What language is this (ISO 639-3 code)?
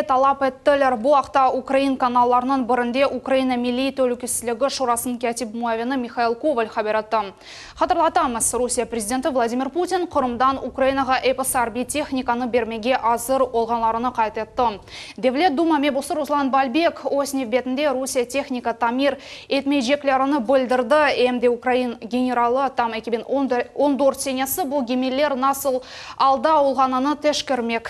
crh